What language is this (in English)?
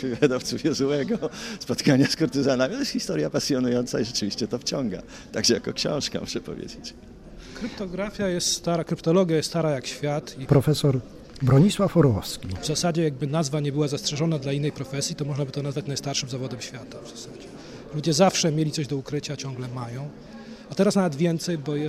Polish